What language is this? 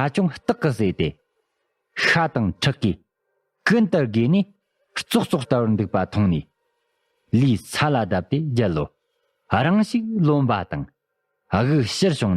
Tibetan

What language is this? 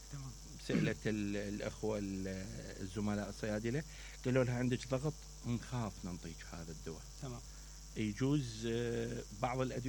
Mesopotamian Arabic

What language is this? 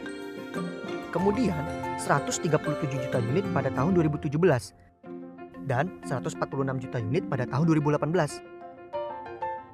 Indonesian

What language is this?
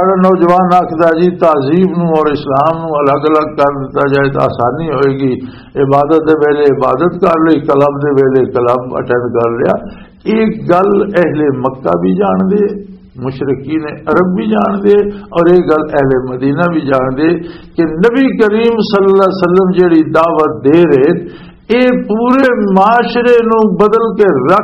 Western Panjabi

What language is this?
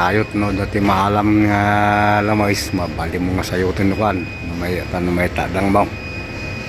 Iloko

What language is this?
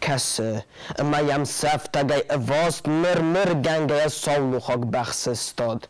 Ossetic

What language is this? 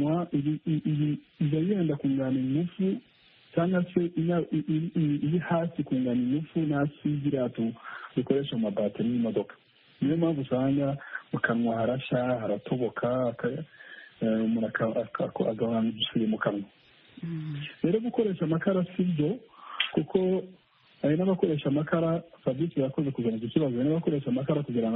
Kinyarwanda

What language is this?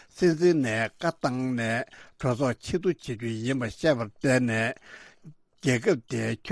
Tibetan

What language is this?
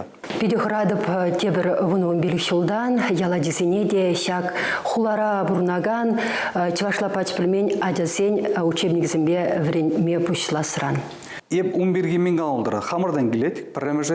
Chuvash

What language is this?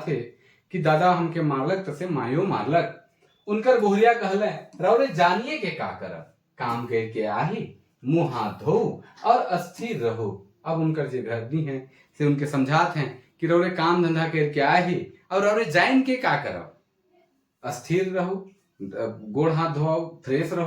Sadri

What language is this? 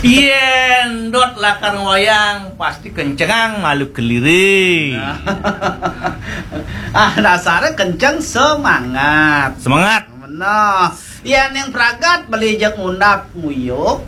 Balinese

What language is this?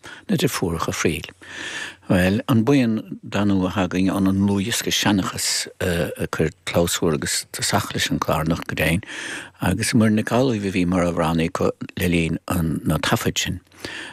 Irish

